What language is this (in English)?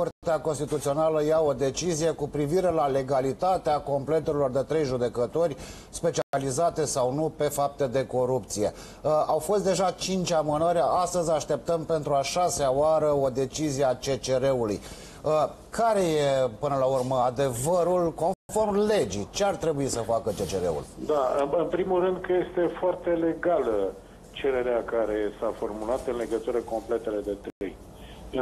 Romanian